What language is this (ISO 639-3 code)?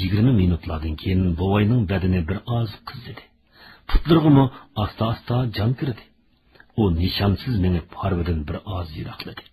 uig